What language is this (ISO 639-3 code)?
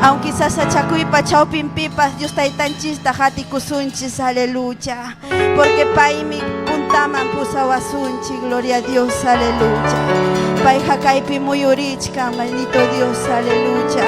quy